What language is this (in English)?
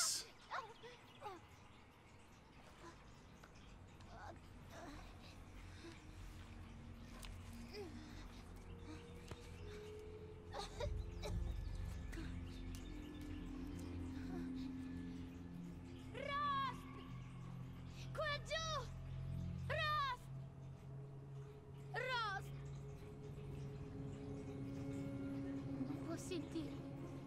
Italian